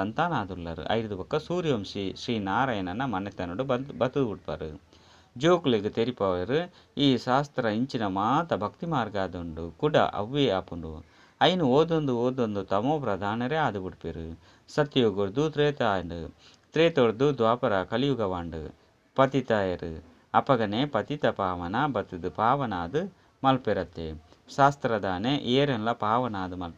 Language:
Tulu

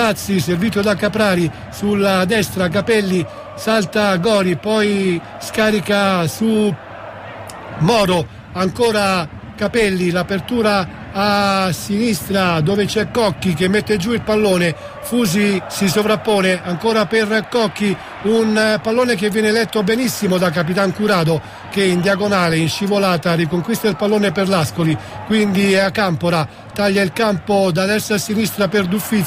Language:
Italian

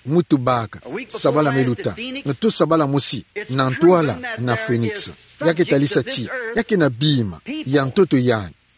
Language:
Kituba (Democratic Republic of Congo)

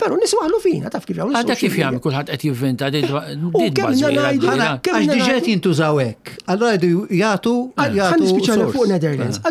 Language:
Maltese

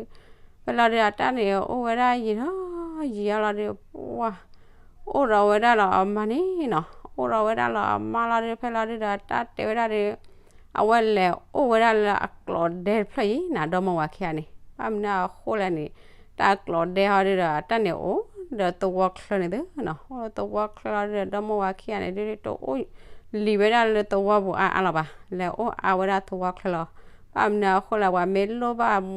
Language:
S'gaw Karen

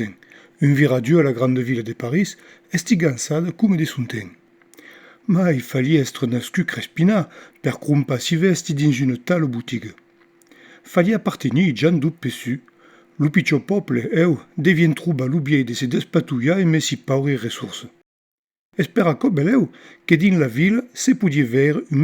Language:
Occitan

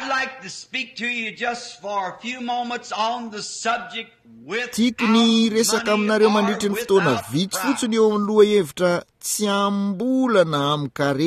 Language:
Malagasy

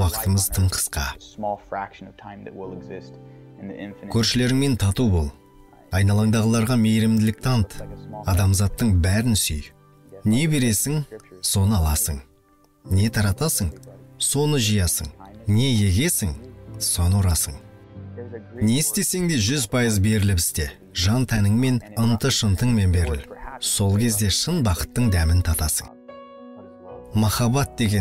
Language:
Kazakh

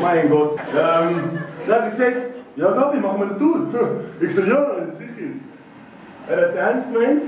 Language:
Swiss German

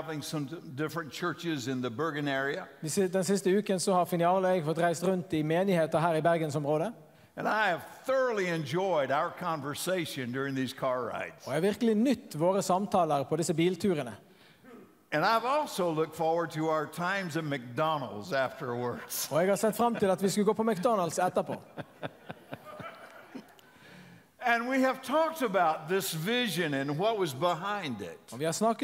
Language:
Norwegian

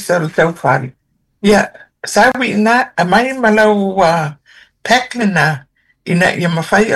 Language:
Samoan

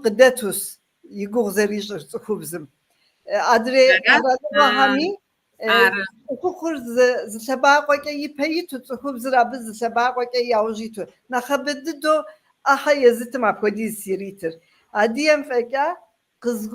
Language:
Kabardian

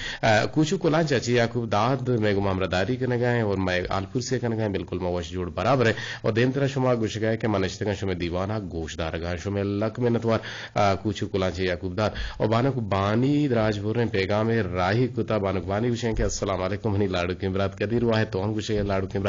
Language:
Eastern Balochi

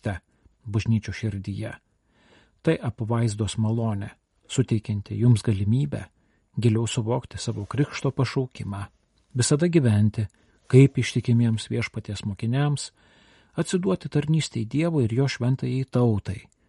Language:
Lithuanian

